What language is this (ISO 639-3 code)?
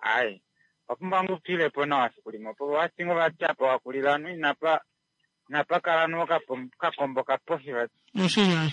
kua